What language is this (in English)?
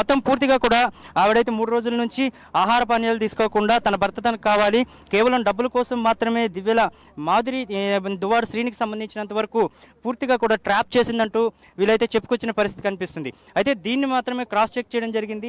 Telugu